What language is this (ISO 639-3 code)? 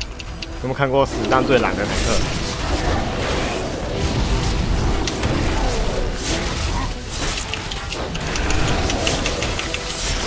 zho